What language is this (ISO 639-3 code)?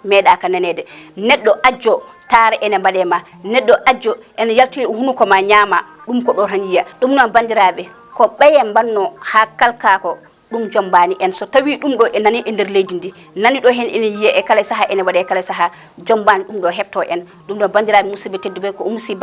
ful